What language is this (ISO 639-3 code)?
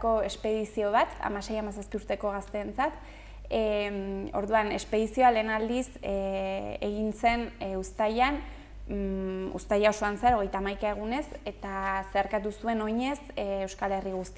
eus